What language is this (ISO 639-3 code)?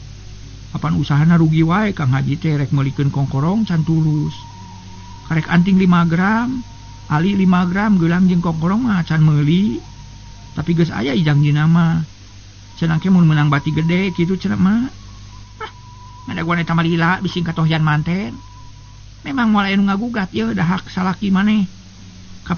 sun